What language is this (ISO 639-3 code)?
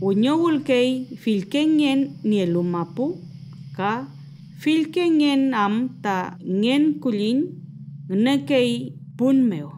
arn